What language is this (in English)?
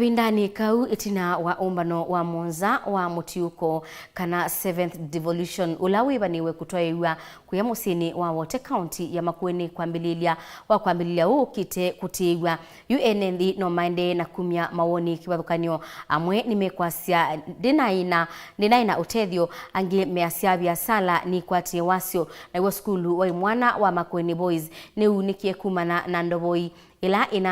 Kamba